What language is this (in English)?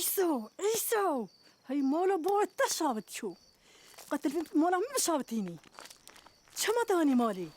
Kurdish